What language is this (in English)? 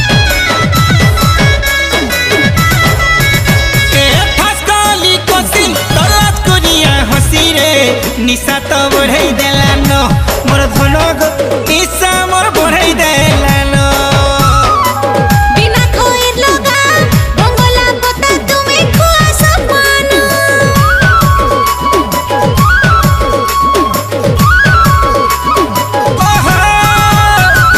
Sambalpuri